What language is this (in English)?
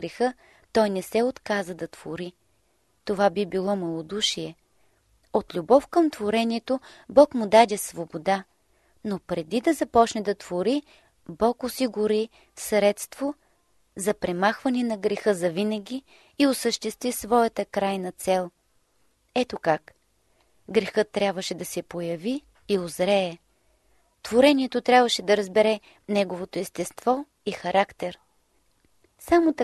Bulgarian